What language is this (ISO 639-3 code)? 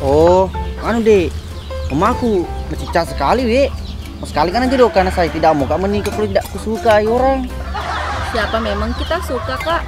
bug